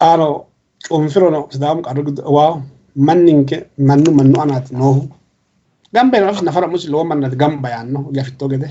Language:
Sidamo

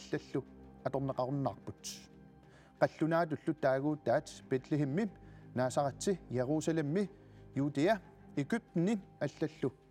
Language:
Kalaallisut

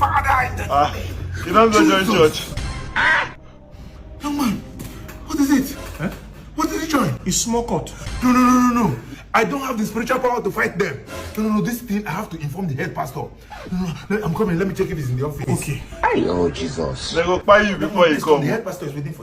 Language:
Nigerian Pidgin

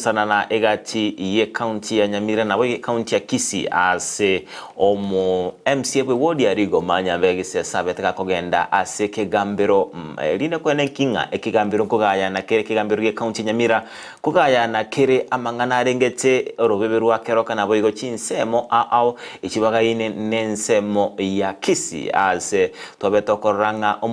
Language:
Gusii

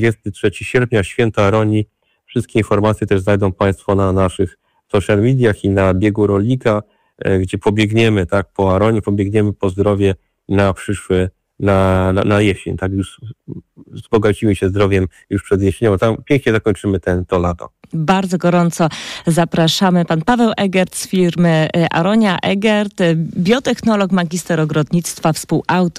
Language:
Polish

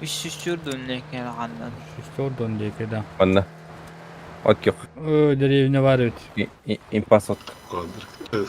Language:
Yakut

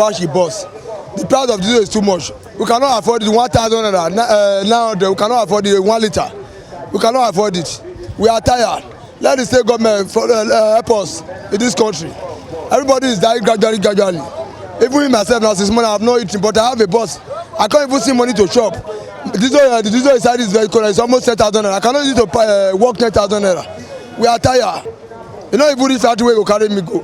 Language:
Nigerian Pidgin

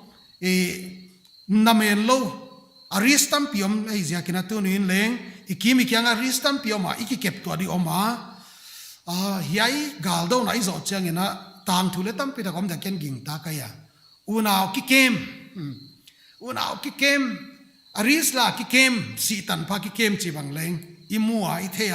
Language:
Paite Chin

